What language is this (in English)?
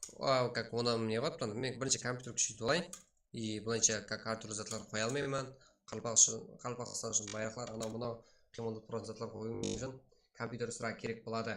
Kara-Kalpak